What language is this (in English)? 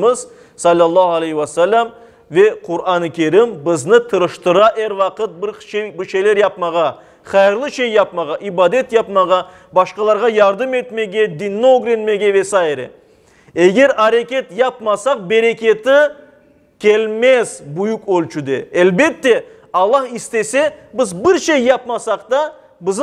Crimean Tatar